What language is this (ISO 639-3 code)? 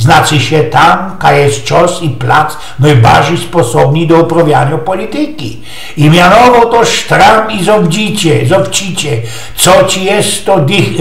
szl